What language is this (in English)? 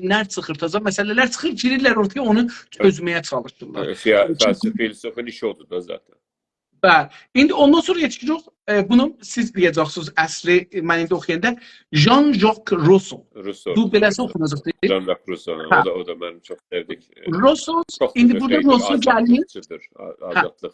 South Azerbaijani